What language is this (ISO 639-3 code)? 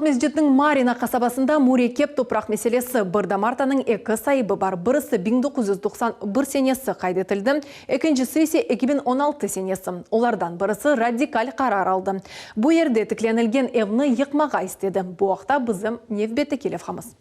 crh